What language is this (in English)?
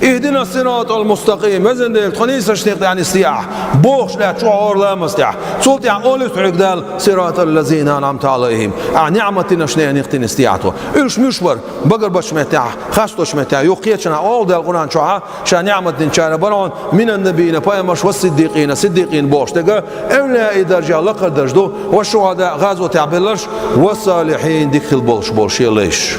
Chechen